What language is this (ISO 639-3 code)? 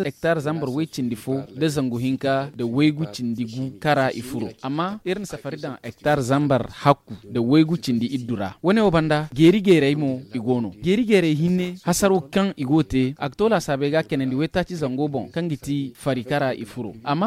dje